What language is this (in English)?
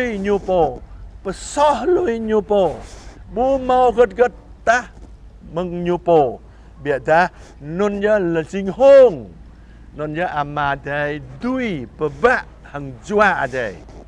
Jarai